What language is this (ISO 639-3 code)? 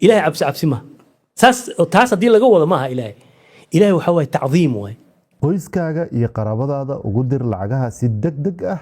som